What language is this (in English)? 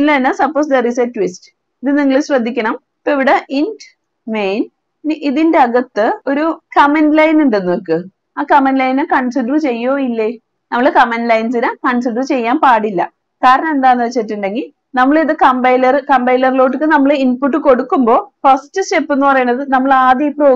Malayalam